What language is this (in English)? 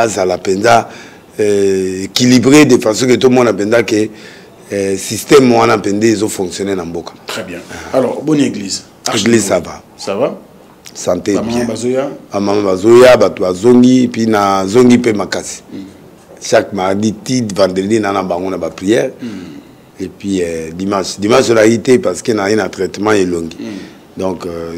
Lingala